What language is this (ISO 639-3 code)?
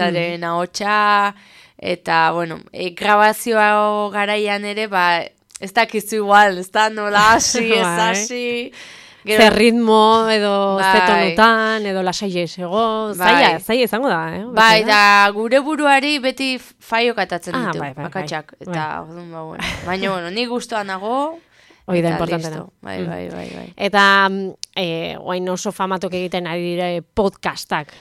eus